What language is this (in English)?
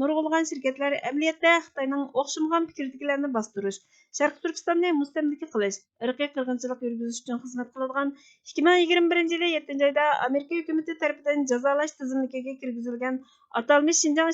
Uyghur